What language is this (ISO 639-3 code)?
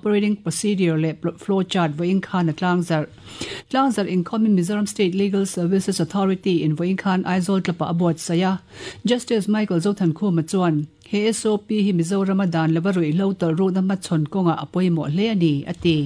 lus